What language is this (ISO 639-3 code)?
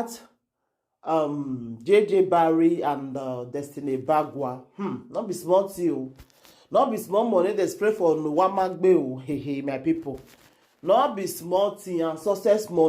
pcm